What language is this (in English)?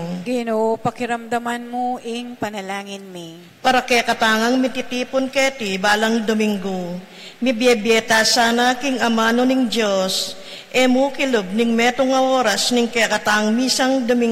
Pampanga